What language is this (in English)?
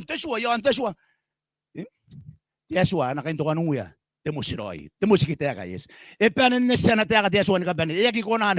Gilbertese